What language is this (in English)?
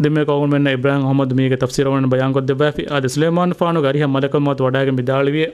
Divehi